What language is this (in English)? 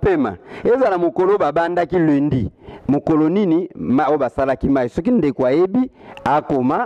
Lingala